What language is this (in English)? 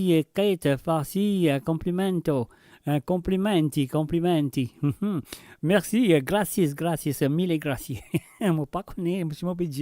Morisyen